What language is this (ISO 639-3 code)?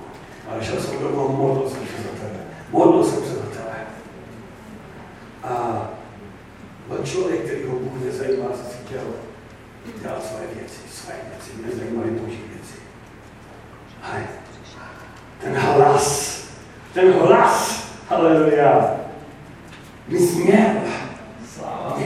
ces